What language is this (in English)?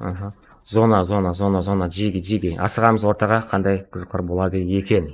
Kara-Kalpak